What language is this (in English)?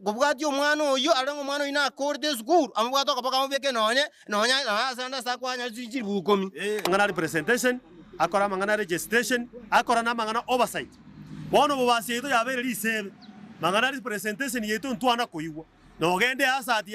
Gusii